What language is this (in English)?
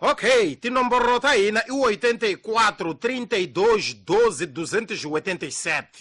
Tsonga